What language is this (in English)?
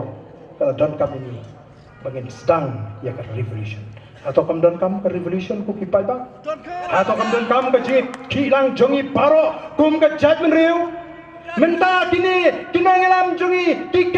Khasi